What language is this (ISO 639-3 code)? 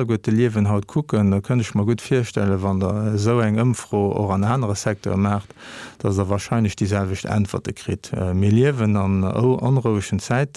ltz